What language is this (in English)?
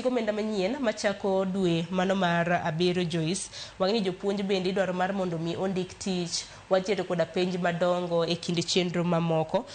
Luo (Kenya and Tanzania)